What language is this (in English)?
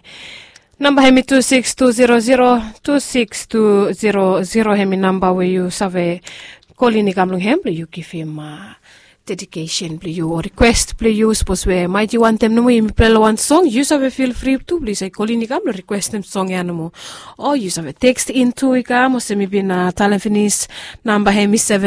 Bislama